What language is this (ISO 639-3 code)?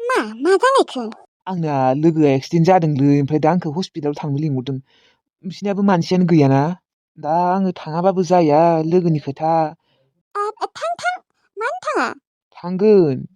brx